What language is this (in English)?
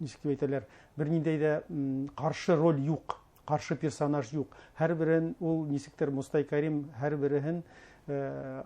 Bashkir